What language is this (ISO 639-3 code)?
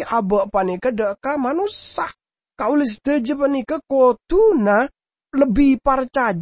mad